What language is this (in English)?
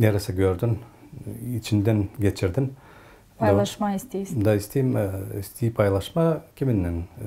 Gagauz